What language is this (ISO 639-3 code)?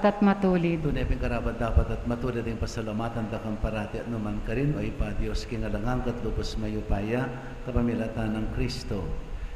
pam